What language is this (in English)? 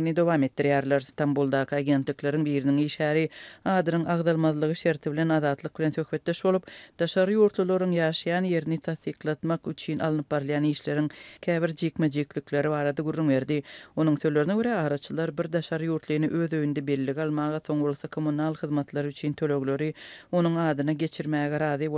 Turkmen